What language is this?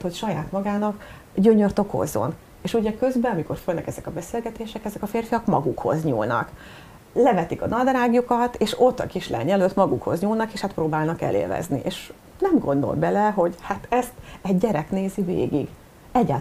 Hungarian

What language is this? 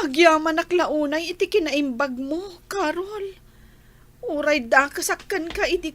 Iloko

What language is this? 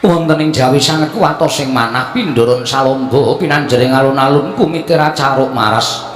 Javanese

